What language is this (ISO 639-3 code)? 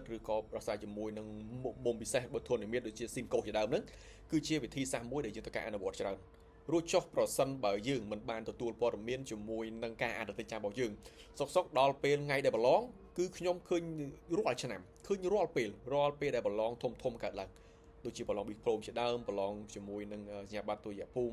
khm